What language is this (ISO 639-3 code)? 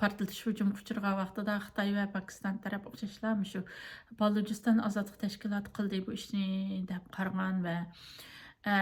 uig